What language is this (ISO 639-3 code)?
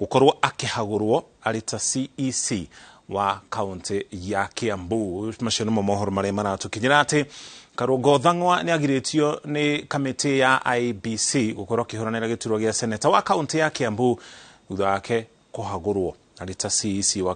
kik